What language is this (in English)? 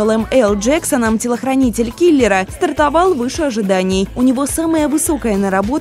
Russian